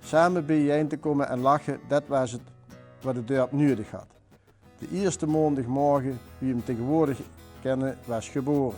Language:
Limburgish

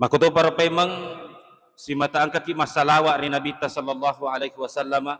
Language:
Buginese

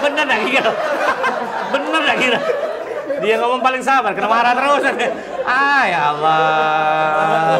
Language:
Musi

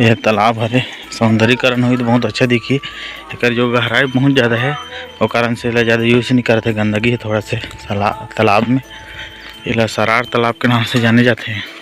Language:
Chhattisgarhi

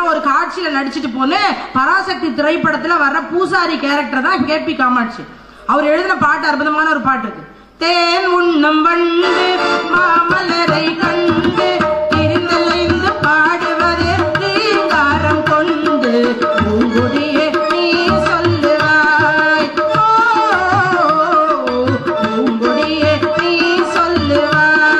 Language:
Tamil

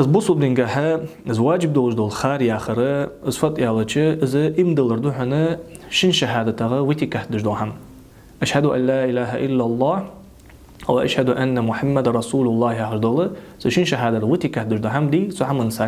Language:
Ingush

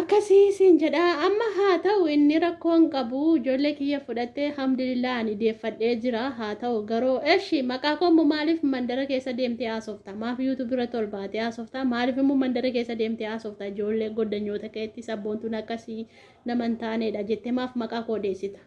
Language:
Oromo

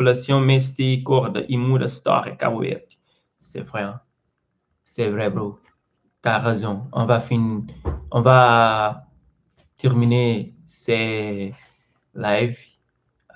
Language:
Kabuverdianu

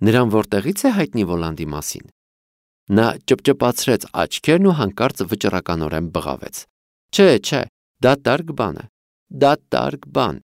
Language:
Armenian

